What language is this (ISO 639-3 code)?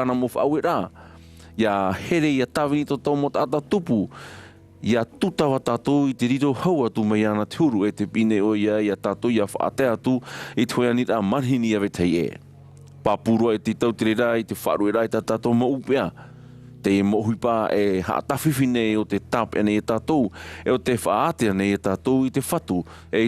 tah